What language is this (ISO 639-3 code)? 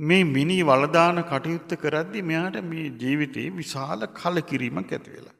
sin